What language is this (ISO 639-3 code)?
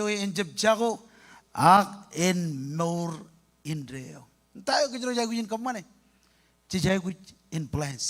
mah